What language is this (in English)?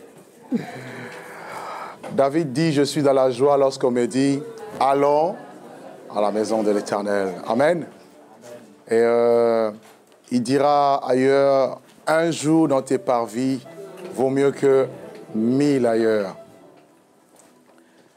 French